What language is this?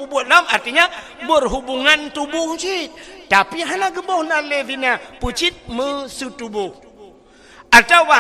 Achinese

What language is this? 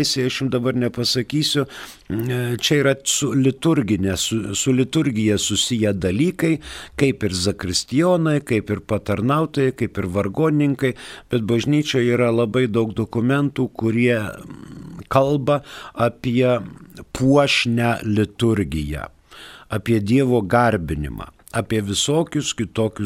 Lithuanian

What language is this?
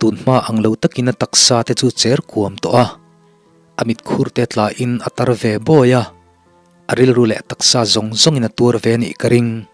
Mizo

